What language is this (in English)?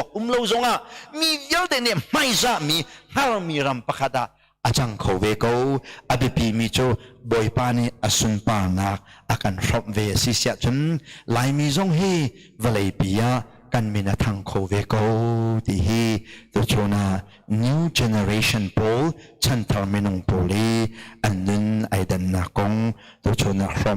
Hakha Chin